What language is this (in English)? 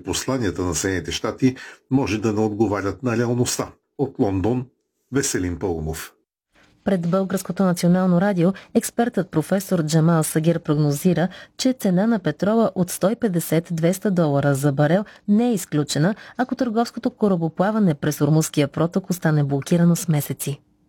Bulgarian